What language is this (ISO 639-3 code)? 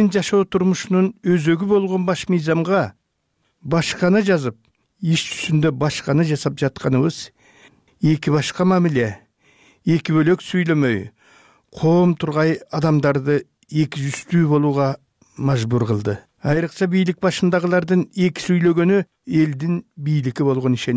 kir